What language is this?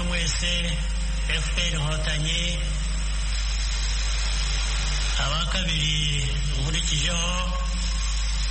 Kinyarwanda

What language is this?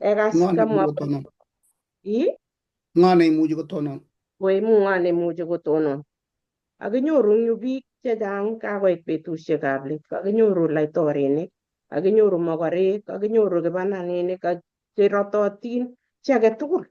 Kalenjin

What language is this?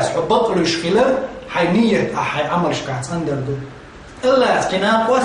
Chechen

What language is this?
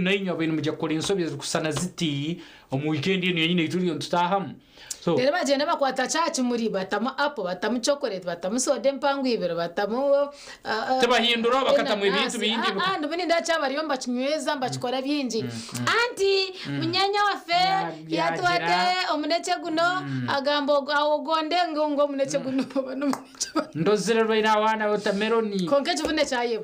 Nyankole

